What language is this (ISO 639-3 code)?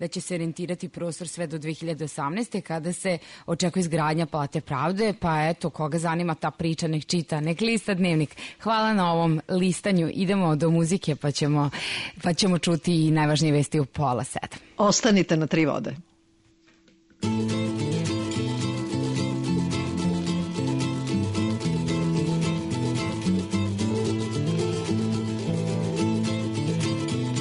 srp